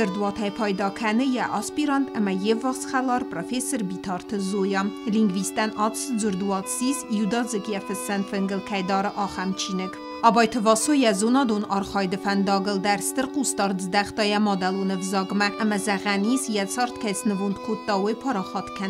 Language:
Ossetic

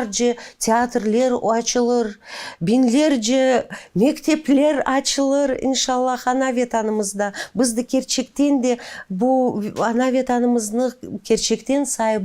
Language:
Crimean Tatar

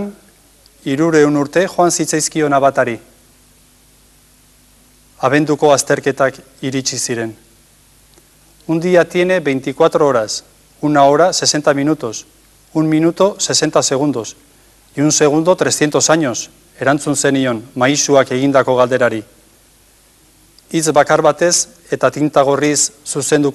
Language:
Basque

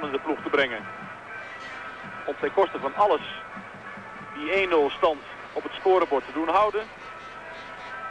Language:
Dutch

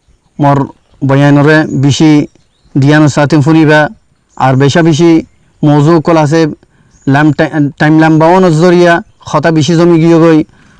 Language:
Rohingya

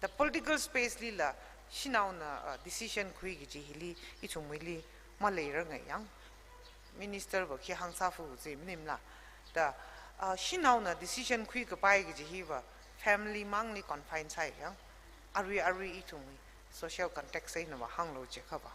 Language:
Tangkhul Naga (India)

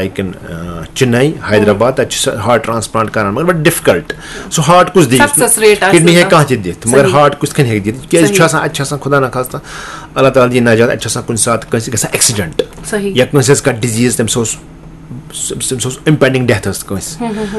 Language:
Kashmiri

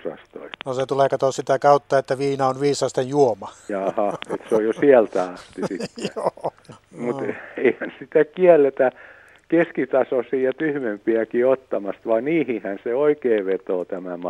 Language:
Finnish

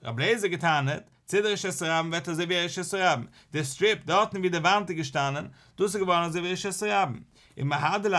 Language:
Yiddish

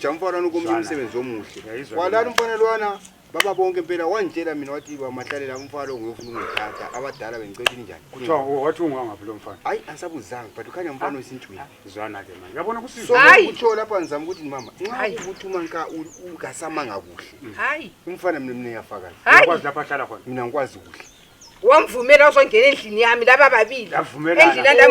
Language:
North Ndebele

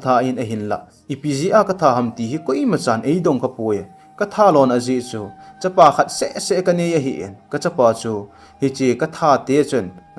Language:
Thado Chin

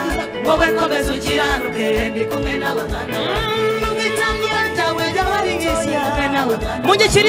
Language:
Kinyarwanda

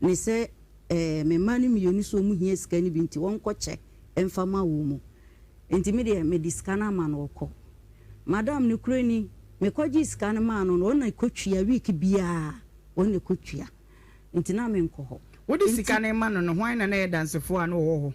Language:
Akan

